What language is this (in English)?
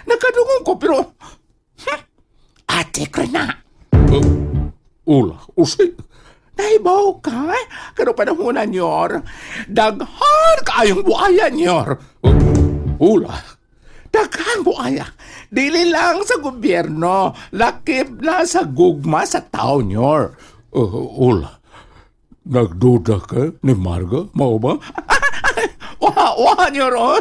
Cebuano